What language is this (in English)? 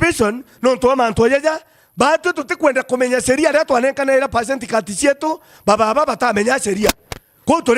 Meru